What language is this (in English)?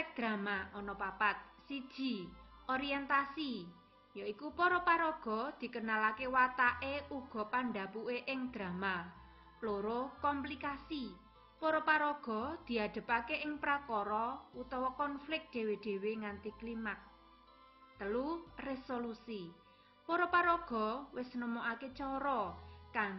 Javanese